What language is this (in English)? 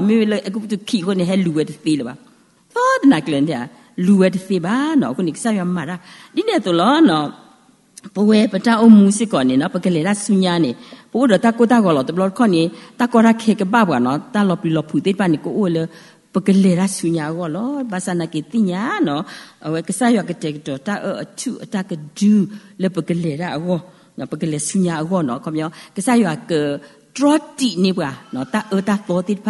S'gaw Karen